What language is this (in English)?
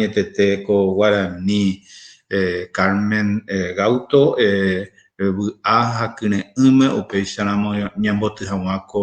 Guarani